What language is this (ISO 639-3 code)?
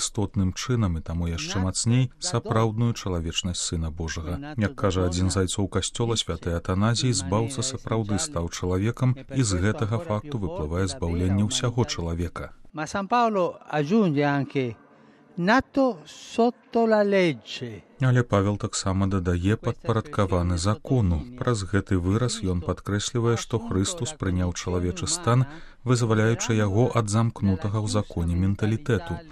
bel